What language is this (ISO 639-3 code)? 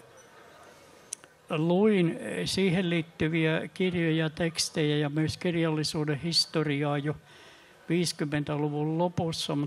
fin